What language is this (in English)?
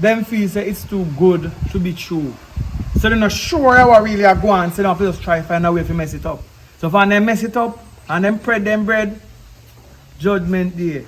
Jamaican Creole English